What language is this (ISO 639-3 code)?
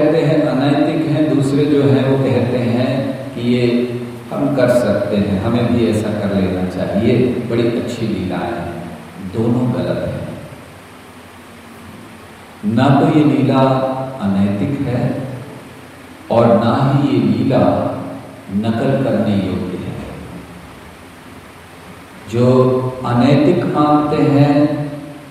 hin